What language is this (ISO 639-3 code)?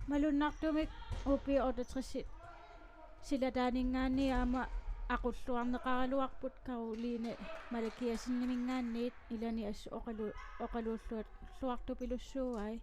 kal